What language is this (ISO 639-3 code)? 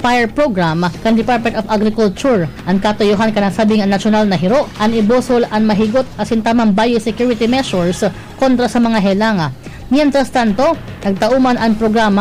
bik